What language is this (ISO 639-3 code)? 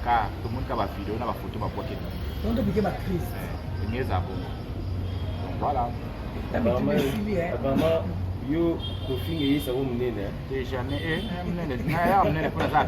lin